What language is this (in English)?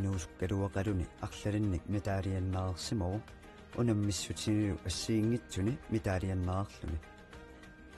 Kalaallisut